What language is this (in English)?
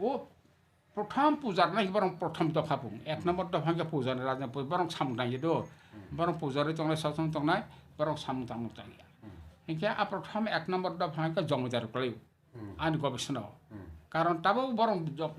Kok Borok